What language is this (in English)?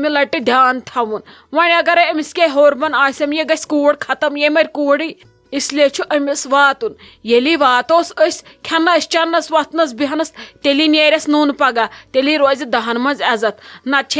Kashmiri